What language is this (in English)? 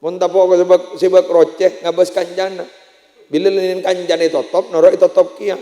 Madurese